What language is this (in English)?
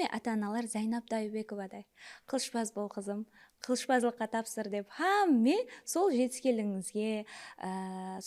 Kara-Kalpak